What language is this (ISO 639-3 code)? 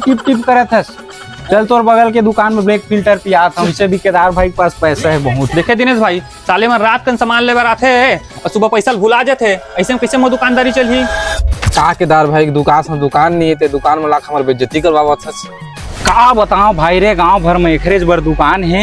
hne